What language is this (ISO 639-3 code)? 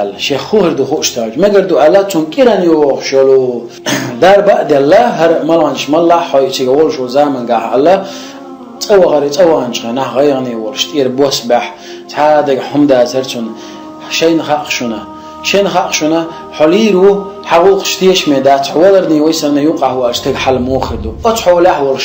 che